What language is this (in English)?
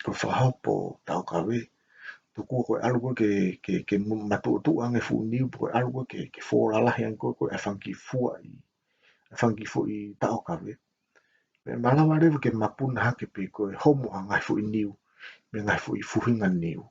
Tongan